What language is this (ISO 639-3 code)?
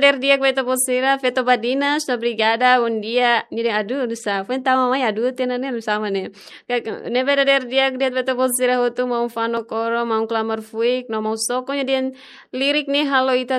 tet